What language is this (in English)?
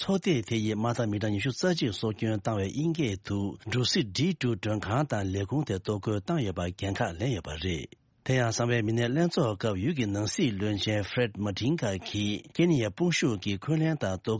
Tibetan